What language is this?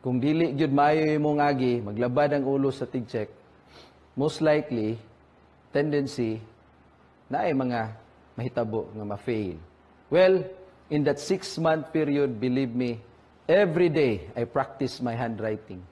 Cebuano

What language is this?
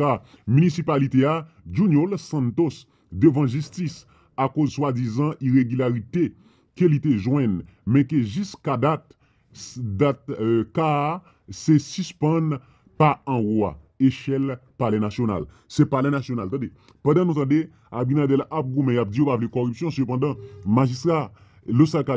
Haitian Creole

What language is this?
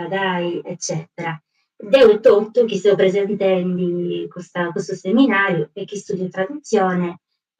Sardinian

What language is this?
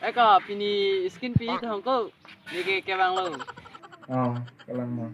Karbi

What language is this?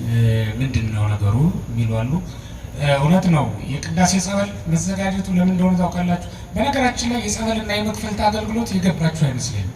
Amharic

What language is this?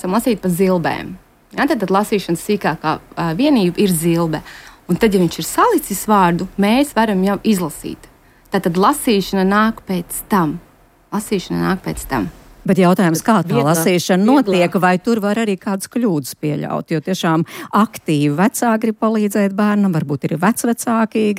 Latvian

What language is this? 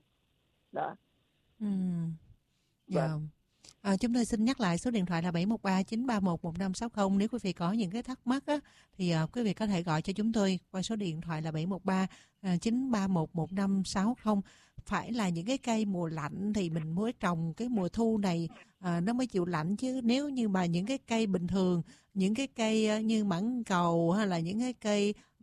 Vietnamese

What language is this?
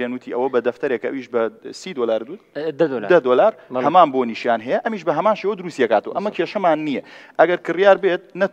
Central Kurdish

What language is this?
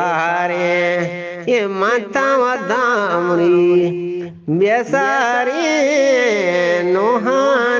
Eastern Balochi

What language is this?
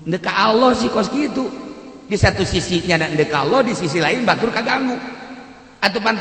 Sundanese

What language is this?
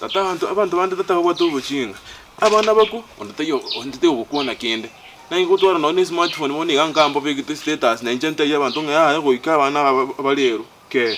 Gusii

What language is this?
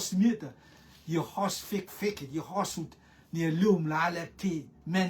Rotuman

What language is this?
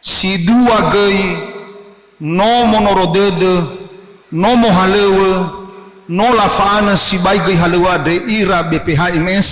Nias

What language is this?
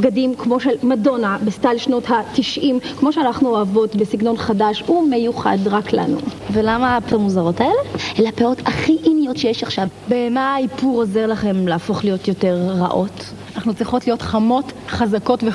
Hebrew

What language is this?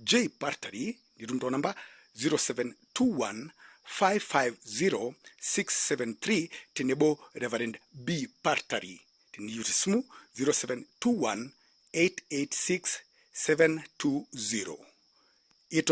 Masai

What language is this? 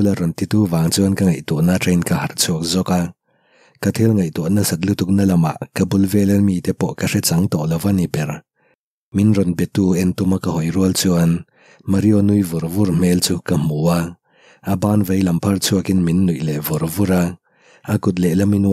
Mizo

